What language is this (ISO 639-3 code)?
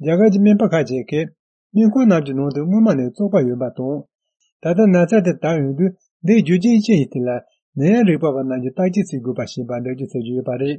bod